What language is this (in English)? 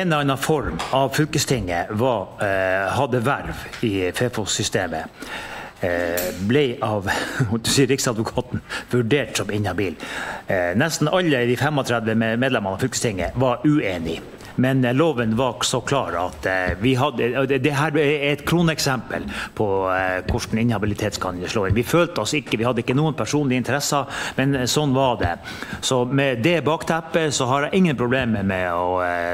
Norwegian